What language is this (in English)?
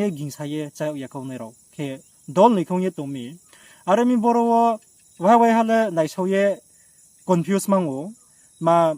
Riang (India)